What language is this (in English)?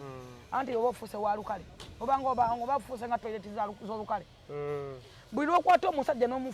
Ganda